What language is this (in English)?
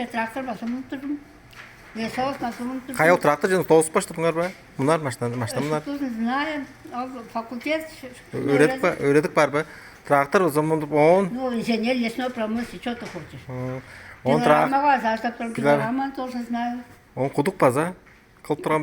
Tuvinian